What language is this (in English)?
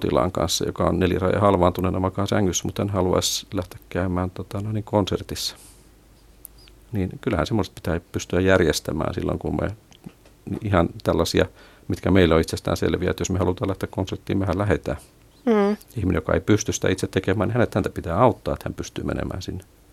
Finnish